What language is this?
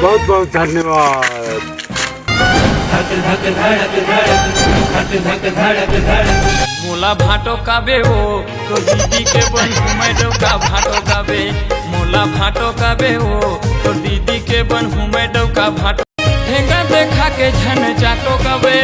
Chhattisgarhi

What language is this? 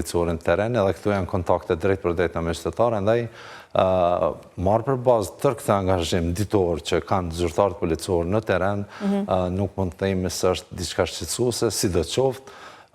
Albanian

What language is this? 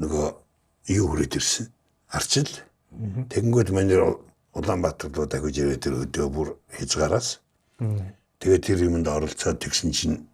Mongolian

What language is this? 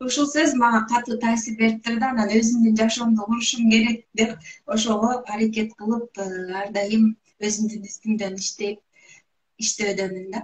Kyrgyz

